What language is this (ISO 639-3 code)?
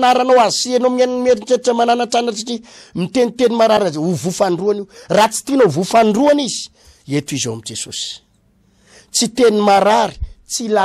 mlg